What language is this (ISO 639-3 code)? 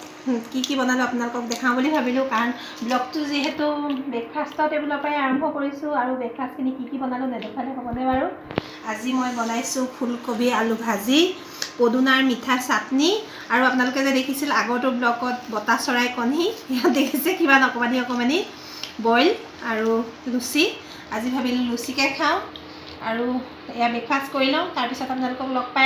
asm